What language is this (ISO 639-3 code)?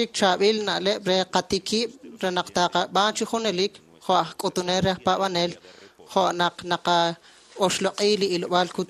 kek